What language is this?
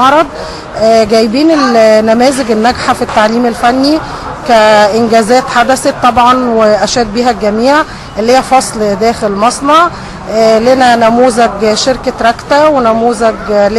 Egyptian Arabic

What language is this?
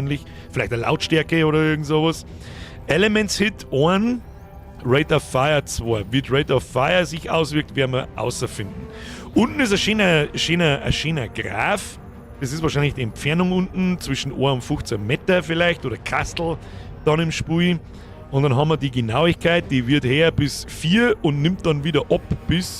Bavarian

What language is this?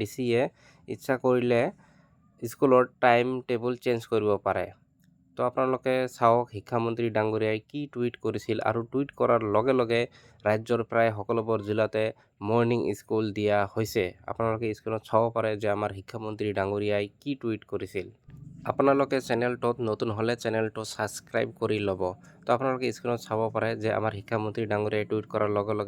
Assamese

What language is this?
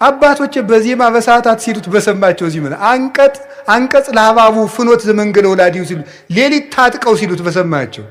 Amharic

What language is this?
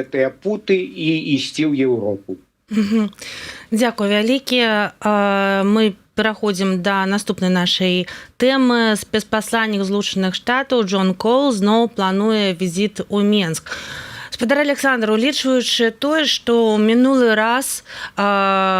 Belarusian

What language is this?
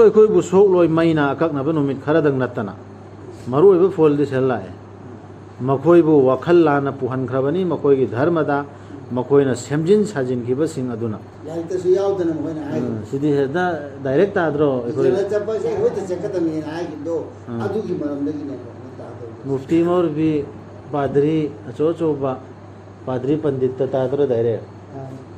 Manipuri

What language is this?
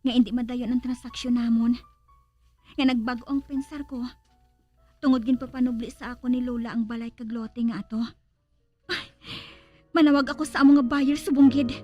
Hiligaynon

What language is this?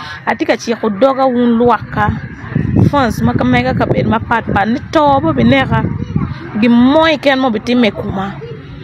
Acoli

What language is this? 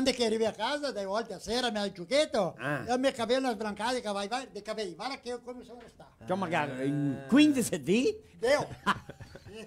Venetian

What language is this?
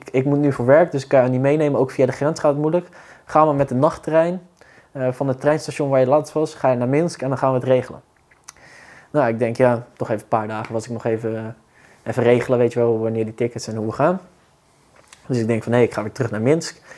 Dutch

